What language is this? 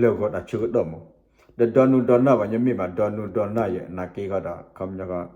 S'gaw Karen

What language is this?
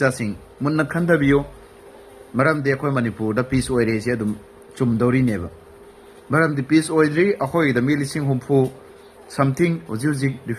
Manipuri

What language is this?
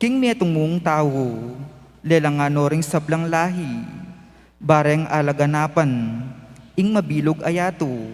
Pampanga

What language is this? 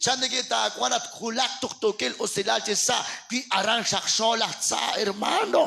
Kekchí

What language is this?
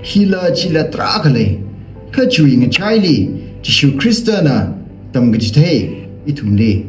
Tangkhul Naga (India)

